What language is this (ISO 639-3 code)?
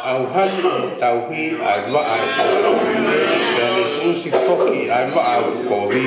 ton